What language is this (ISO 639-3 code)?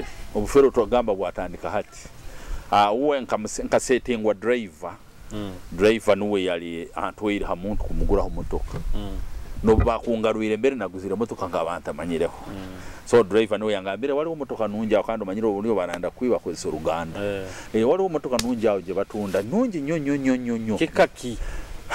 nyo